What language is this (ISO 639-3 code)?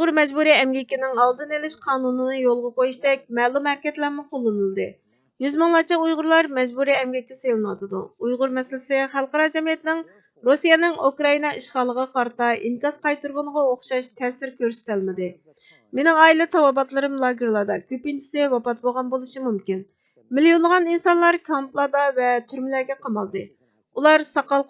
uig